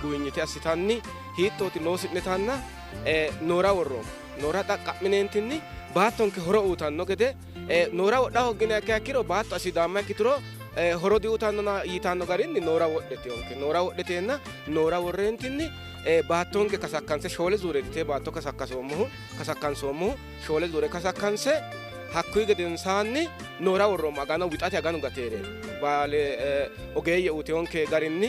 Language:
Sidamo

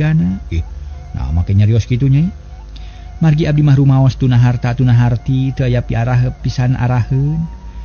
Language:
Sundanese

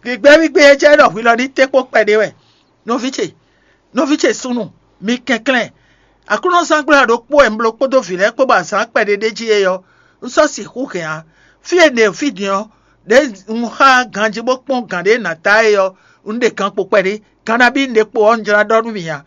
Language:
Fon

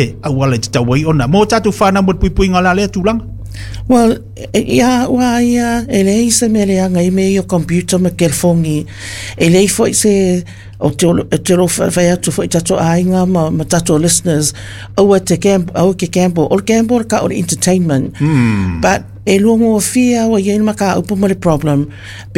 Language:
Samoan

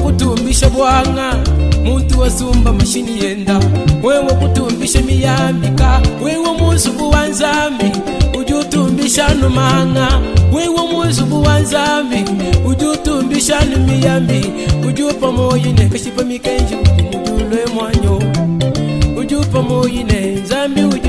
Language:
Luba-Lulua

